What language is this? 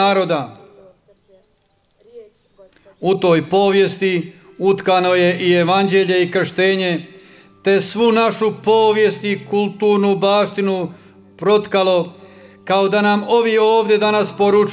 Croatian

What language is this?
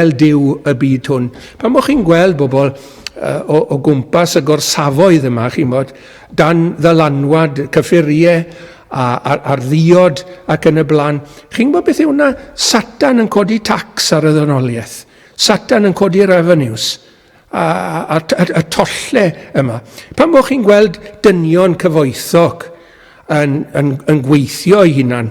Welsh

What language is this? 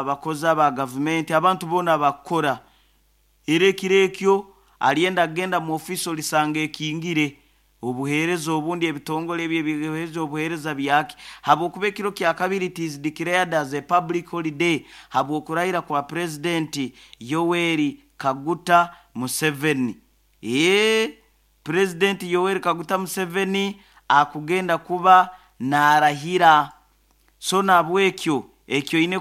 Nyoro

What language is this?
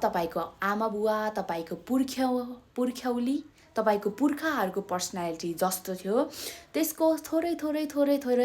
Nepali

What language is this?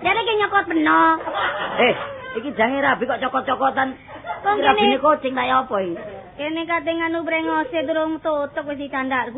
Javanese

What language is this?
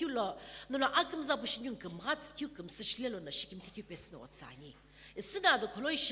Sumi Naga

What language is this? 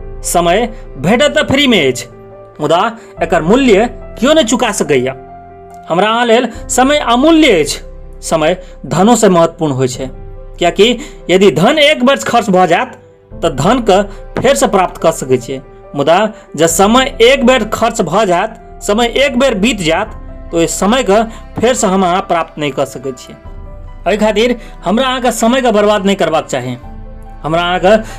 Maithili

